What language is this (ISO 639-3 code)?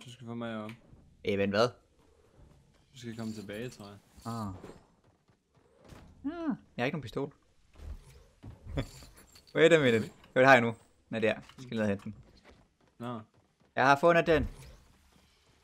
dan